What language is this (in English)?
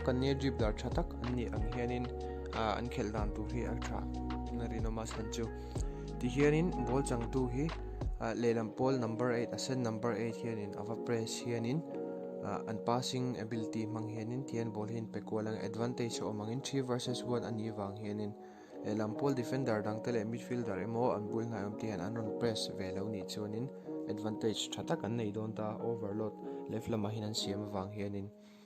Mizo